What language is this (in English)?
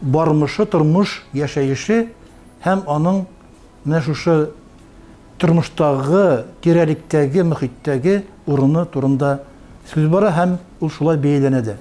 Tatar